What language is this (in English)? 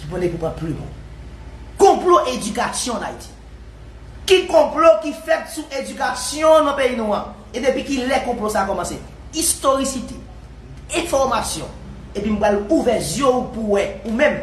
Haitian Creole